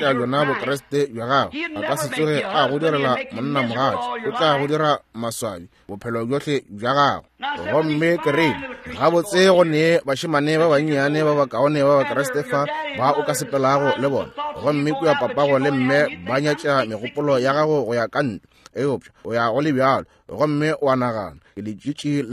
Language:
Northern Sotho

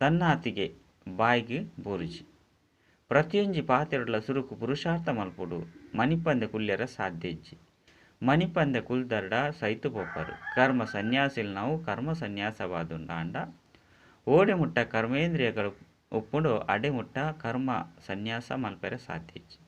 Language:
Tulu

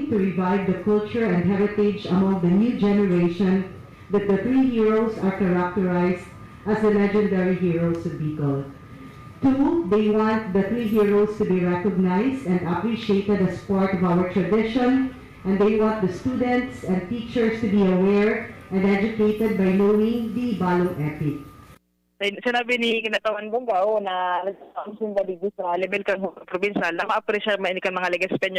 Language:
Bikol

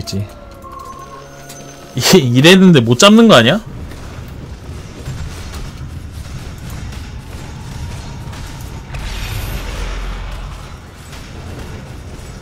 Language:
Korean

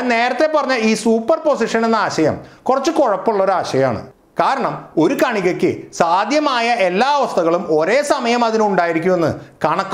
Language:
Malayalam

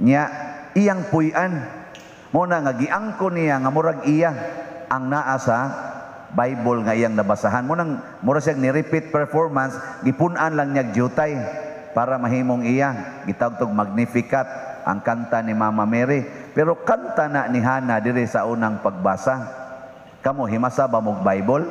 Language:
Cebuano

